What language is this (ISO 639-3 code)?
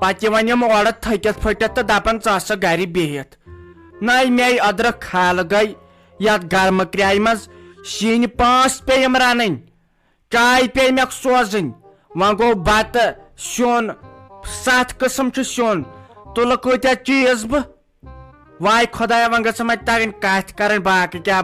kas